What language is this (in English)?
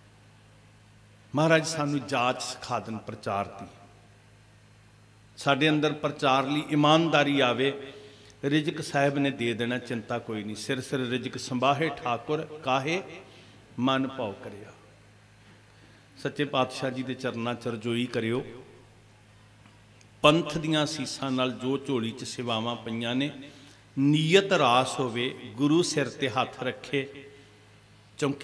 Punjabi